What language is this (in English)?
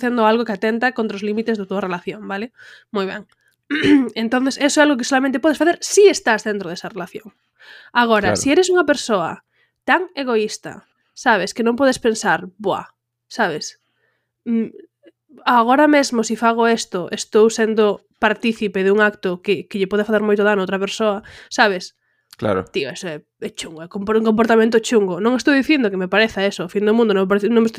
Galician